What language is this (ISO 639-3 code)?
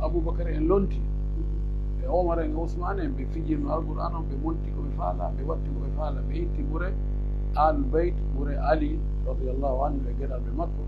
fuf